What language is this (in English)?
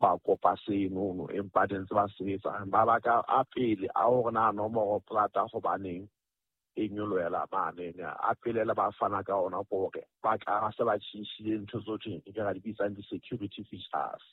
Southern Sotho